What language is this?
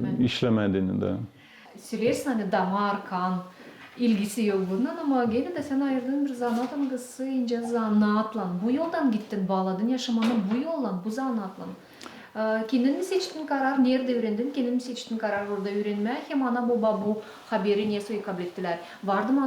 Gagauz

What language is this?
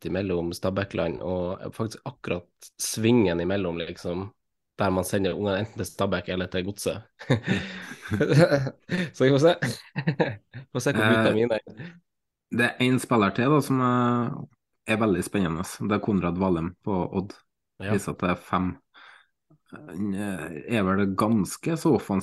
Norwegian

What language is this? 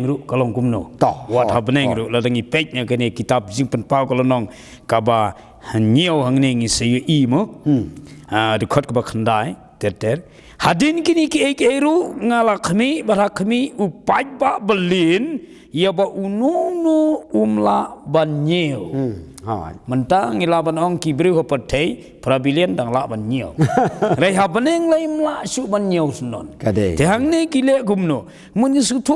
Khasi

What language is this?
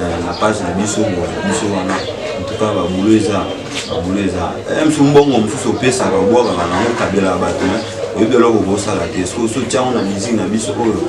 Lingala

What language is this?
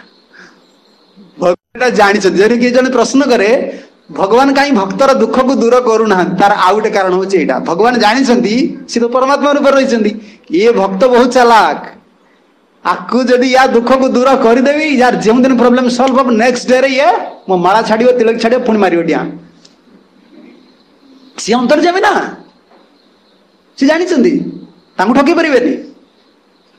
Odia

